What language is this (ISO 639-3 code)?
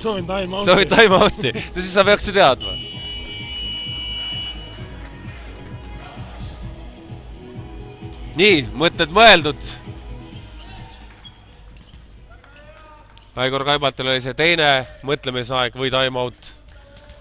est